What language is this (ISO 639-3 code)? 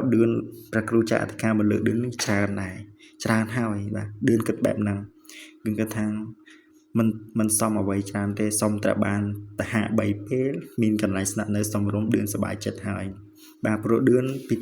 khm